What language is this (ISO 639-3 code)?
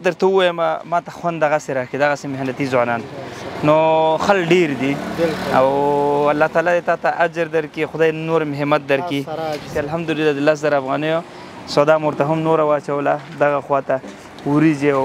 pus